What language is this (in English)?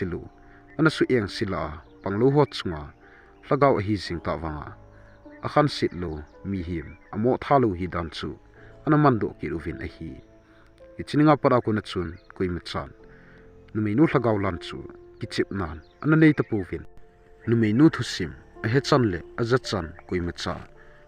Thado Chin